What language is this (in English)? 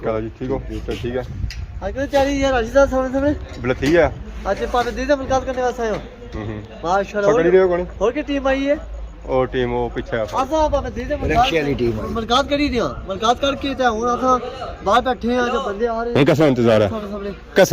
Pahari-Potwari